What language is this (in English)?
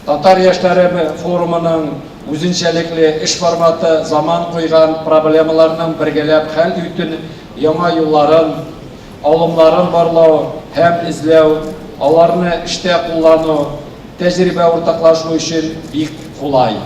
Tatar